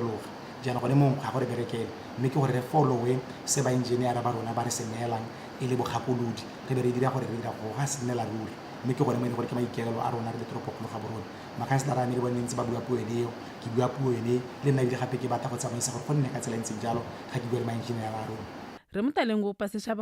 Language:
Tswana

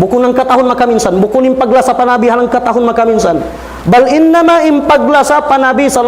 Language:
Tausug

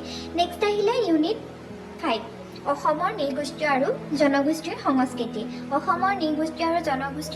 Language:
Assamese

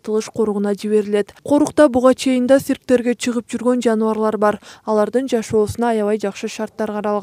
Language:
Kyrgyz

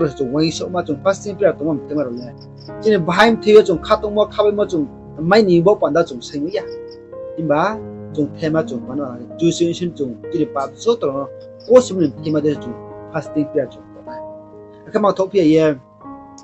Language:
Riang (India)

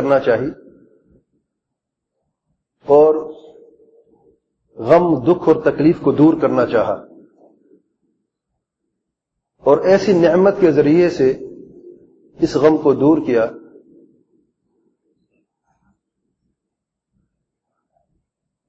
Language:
Urdu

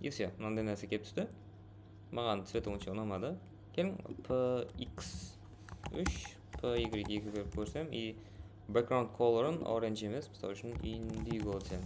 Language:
Kara-Kalpak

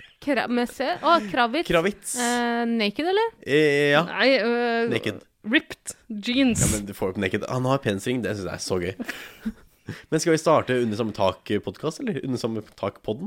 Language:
Norwegian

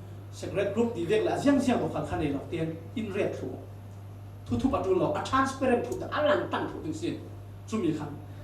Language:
Falam Chin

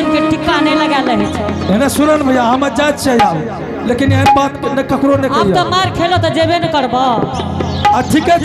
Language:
Angika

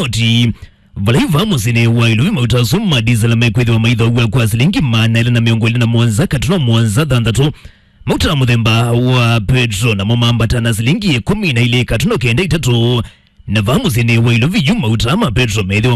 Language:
Kamba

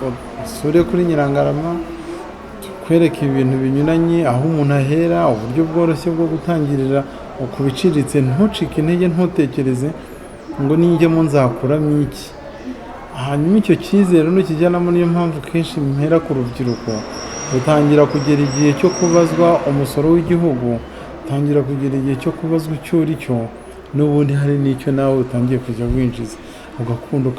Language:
Kinyarwanda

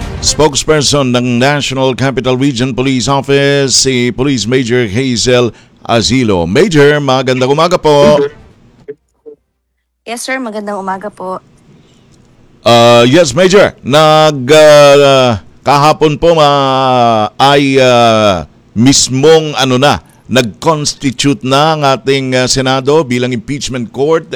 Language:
Filipino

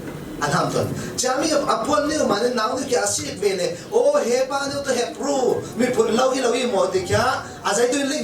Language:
Falam Chin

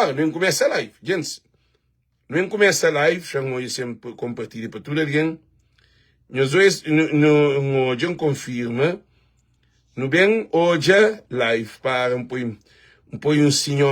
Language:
Kabuverdianu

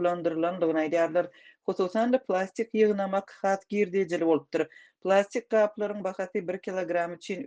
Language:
Turkmen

